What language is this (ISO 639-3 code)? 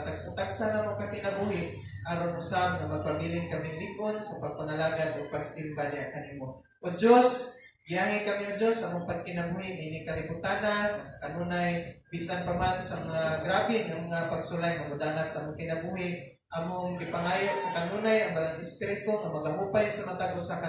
ceb